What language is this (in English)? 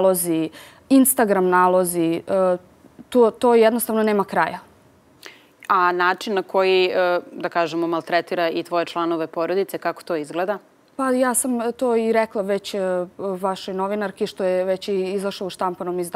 Serbian